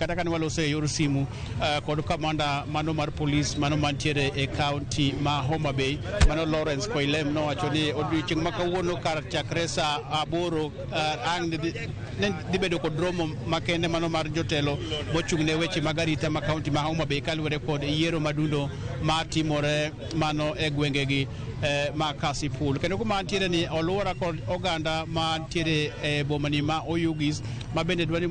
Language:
Luo (Kenya and Tanzania)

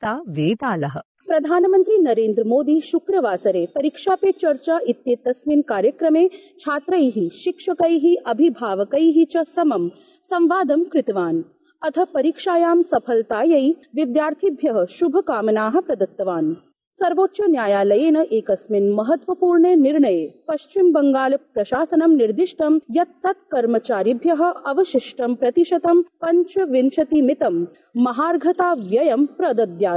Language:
Sanskrit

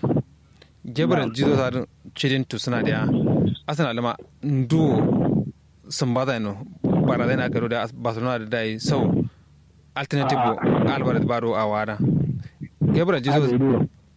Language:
Kanuri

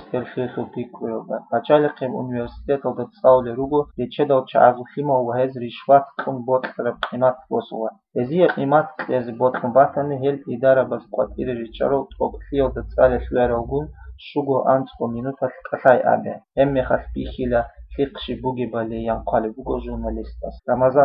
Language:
Avaric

